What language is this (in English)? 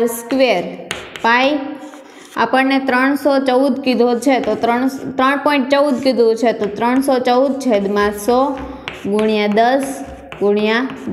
Gujarati